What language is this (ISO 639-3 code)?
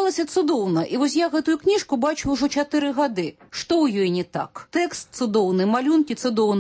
bel